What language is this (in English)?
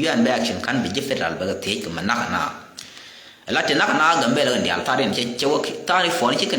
Nuer